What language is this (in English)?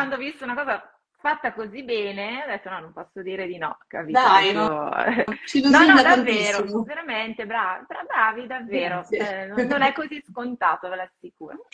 Italian